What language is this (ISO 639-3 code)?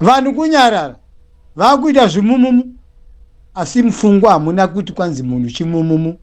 sna